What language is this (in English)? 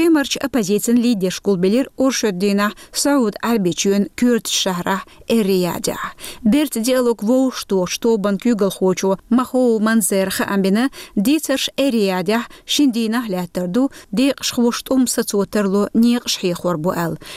Chechen